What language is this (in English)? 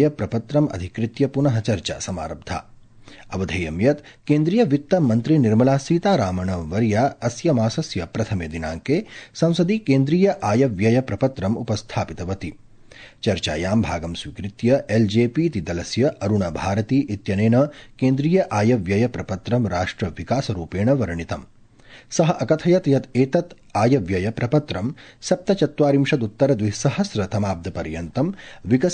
Sanskrit